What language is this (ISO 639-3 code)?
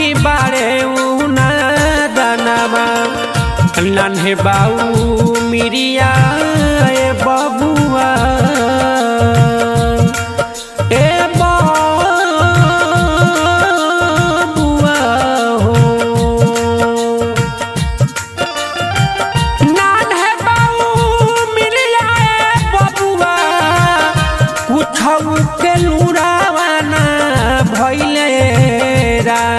bho